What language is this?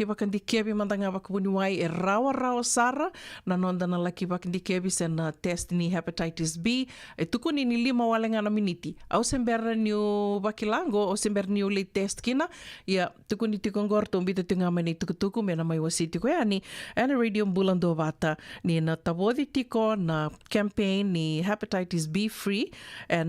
Fijian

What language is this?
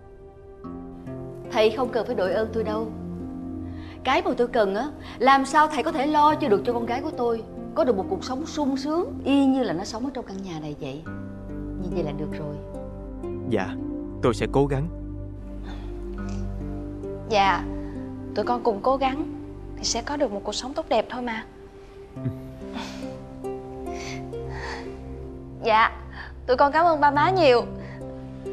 Vietnamese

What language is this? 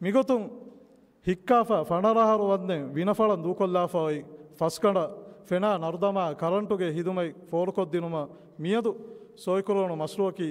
Divehi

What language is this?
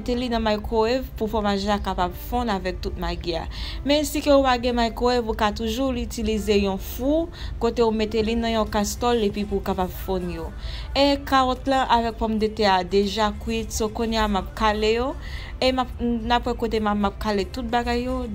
Haitian Creole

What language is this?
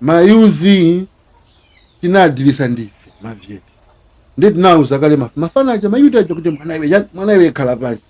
Nyanja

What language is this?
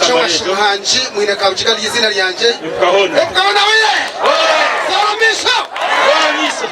Nyankole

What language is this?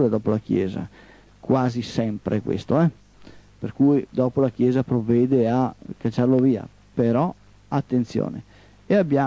Italian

